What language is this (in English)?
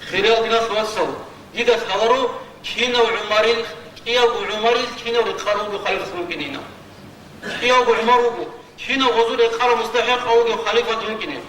Avaric